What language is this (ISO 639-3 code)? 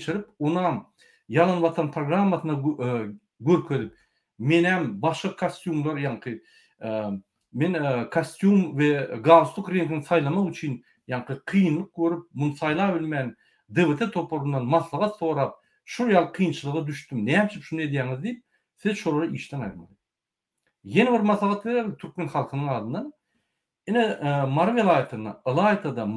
tuk